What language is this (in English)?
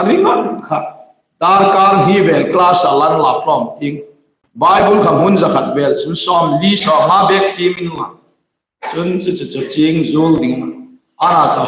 Hmar